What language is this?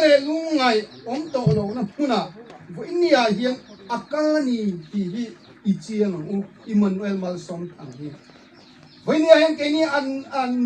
Hmar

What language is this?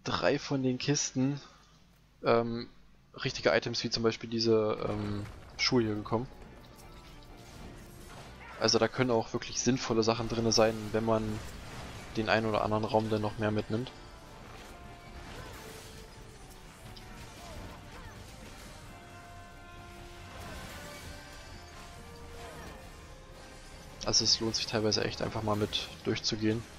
German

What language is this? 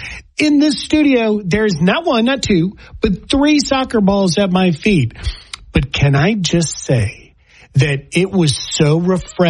English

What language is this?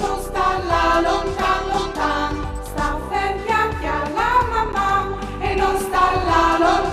Friulian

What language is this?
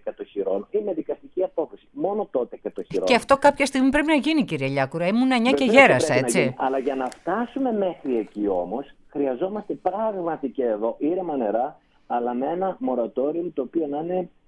Greek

